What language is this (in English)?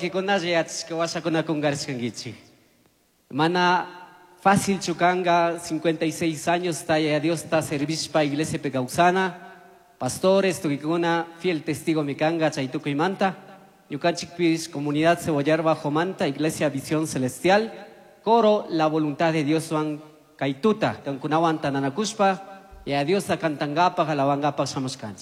Chimborazo Highland Quichua